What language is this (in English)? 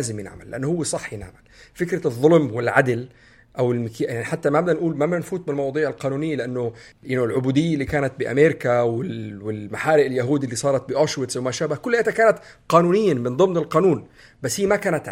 North Levantine Arabic